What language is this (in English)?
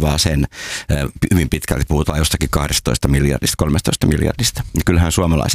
Finnish